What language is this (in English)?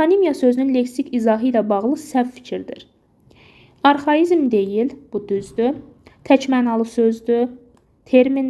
Azerbaijani